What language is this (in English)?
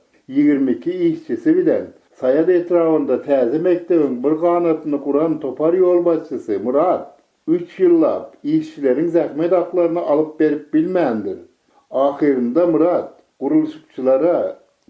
Turkmen